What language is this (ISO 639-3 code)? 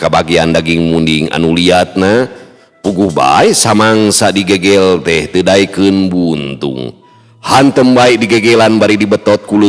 sun